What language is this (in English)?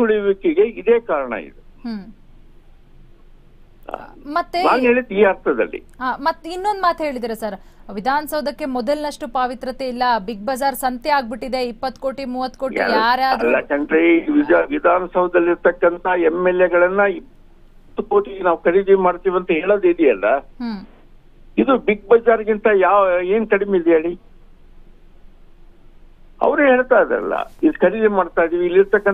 Kannada